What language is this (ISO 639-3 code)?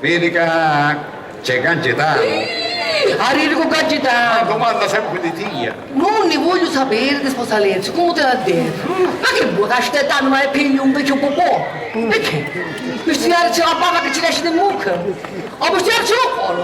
scn